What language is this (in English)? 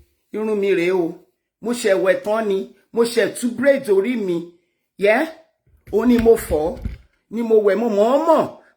Yoruba